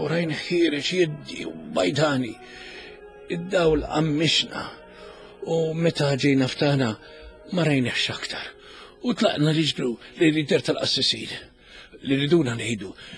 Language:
Maltese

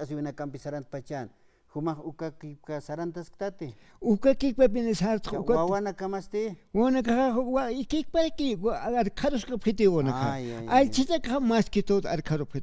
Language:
Aymara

